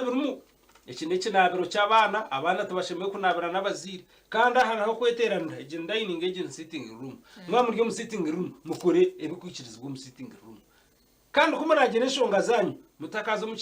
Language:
Nyankole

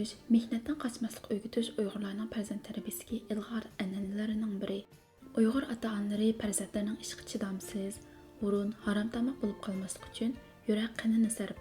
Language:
Uyghur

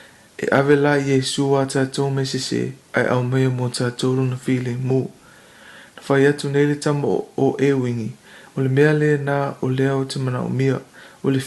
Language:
Samoan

